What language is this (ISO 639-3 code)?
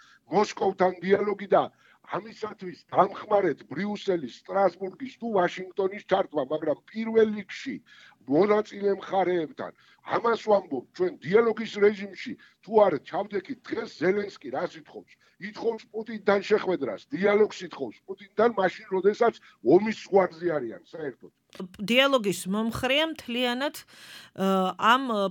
kat